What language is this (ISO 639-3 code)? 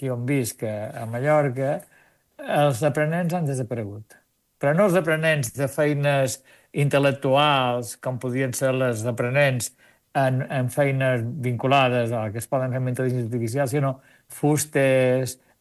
cat